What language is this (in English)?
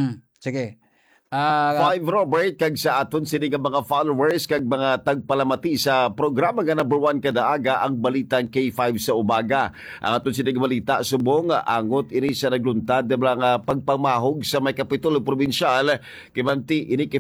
Hiligaynon